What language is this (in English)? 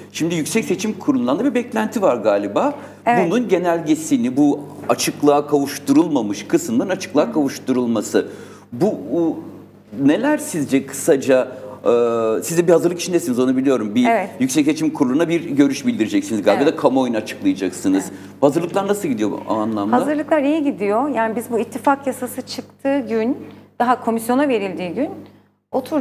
Turkish